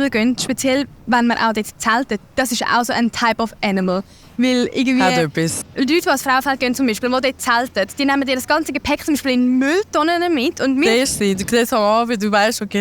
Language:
Swiss German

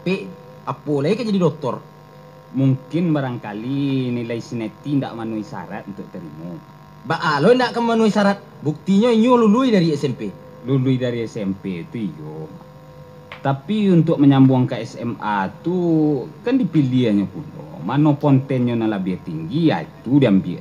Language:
Minangkabau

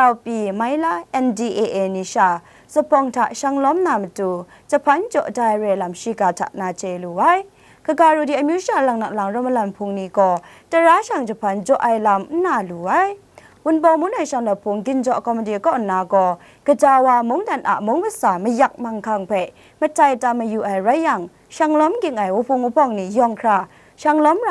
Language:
Kachin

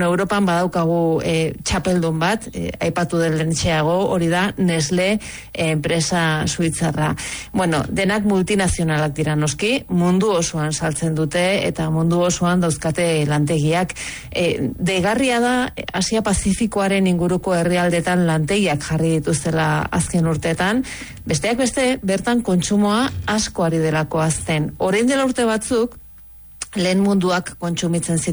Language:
Basque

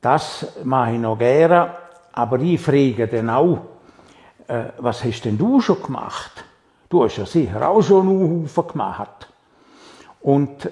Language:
Swiss German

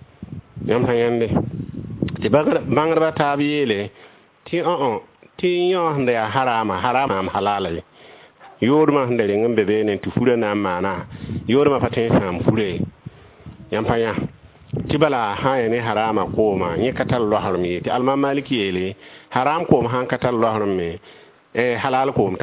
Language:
Mossi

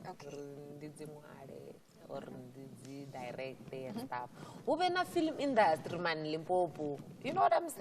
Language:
Venda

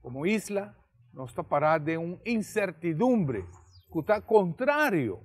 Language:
Papiamento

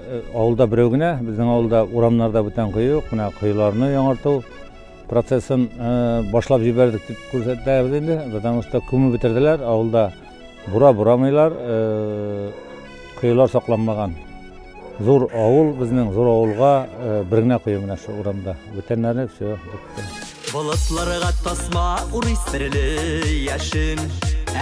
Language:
Tatar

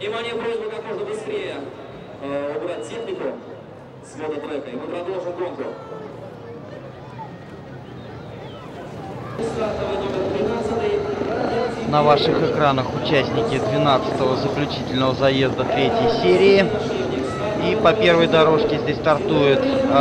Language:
Russian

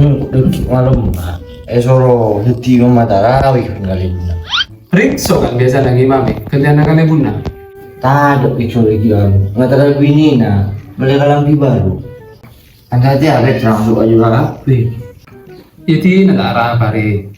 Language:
Madurese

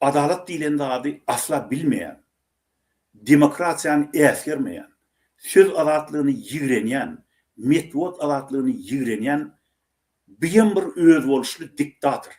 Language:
Turkmen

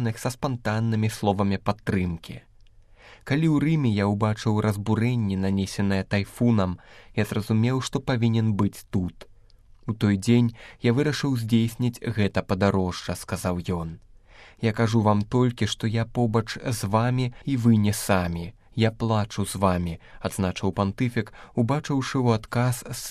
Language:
Belarusian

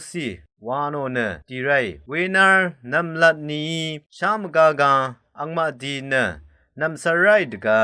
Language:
Rawang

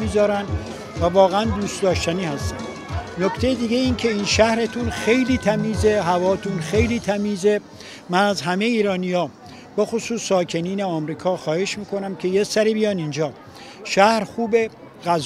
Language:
Tajik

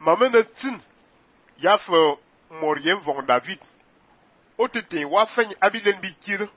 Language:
Fang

